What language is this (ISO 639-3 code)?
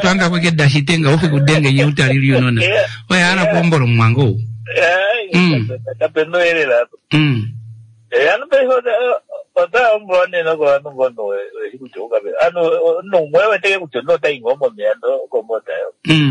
kua